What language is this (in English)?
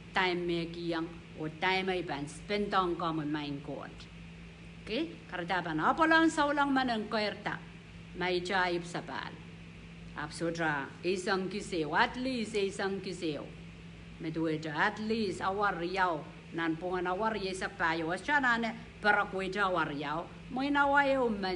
Pohnpeian